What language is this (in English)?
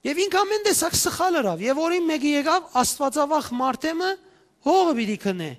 Western Armenian